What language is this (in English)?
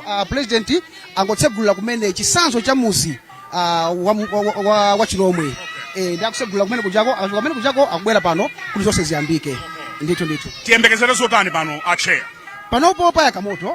Nyanja